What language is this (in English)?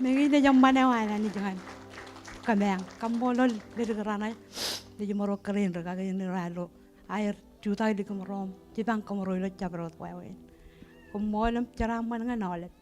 Marshallese